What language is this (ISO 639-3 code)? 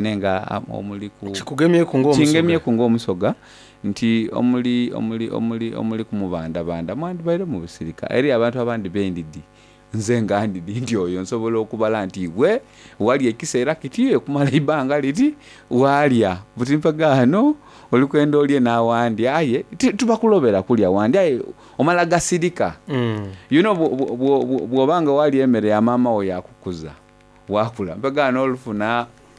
xog